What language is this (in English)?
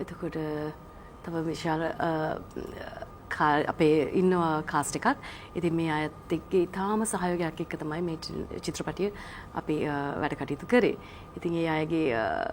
Sinhala